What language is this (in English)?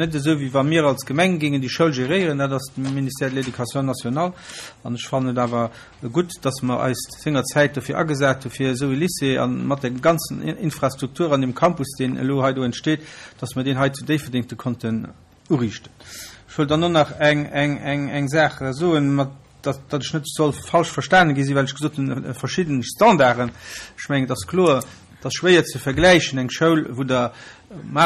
Luxembourgish